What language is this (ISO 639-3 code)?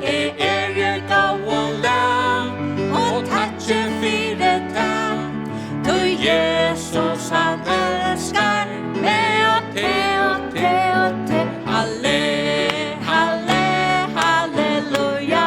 fao